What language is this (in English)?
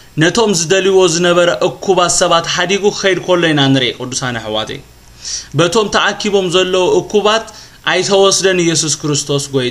Tigrinya